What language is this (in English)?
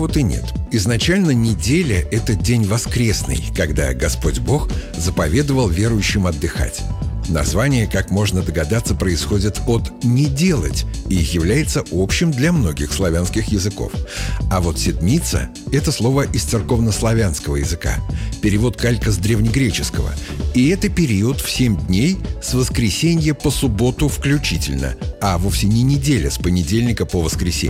Russian